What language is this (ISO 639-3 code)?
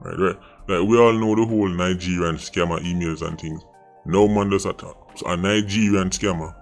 jam